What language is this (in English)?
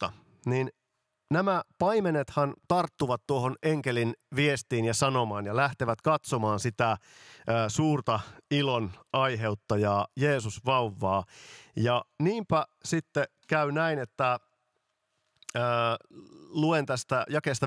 Finnish